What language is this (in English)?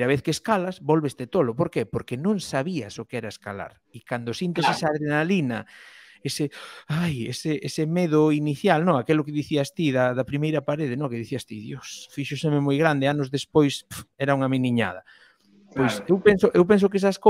Galician